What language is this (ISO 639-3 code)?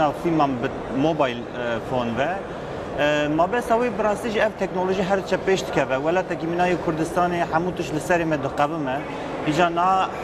kur